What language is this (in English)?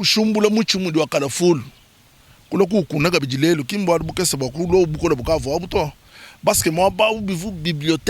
Luba-Lulua